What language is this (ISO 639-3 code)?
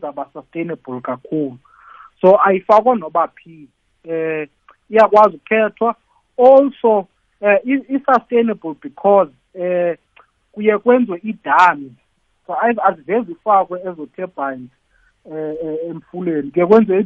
nbl